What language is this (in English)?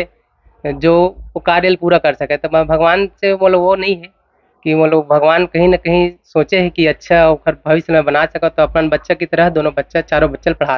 Chhattisgarhi